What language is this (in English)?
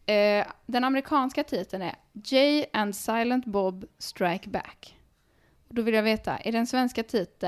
Swedish